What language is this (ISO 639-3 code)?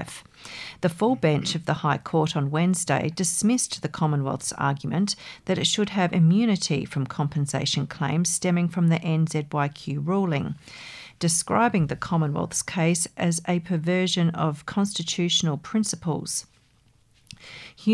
eng